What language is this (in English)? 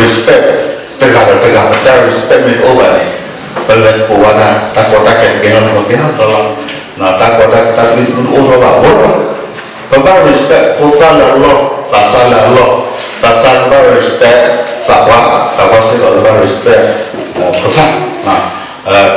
S'gaw Karen